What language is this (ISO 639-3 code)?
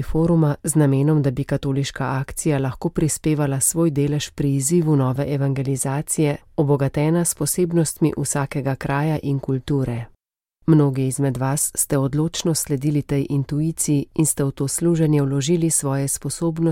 slv